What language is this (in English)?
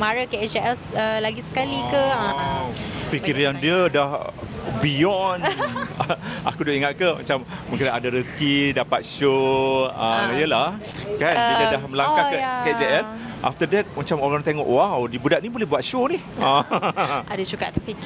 Malay